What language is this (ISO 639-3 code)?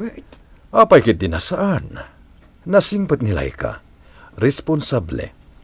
ilo